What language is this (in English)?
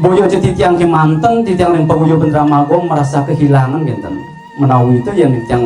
Balinese